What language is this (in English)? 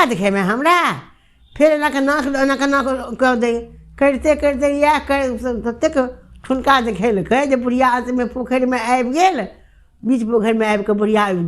Maithili